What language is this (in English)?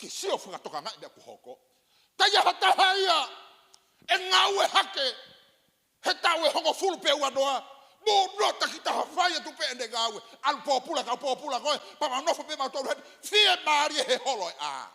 Tongan